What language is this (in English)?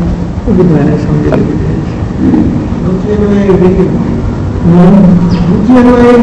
Gujarati